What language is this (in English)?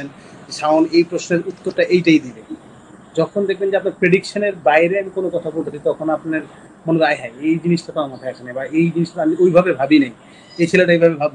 Bangla